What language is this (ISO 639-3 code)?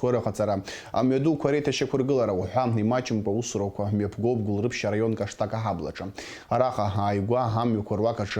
abk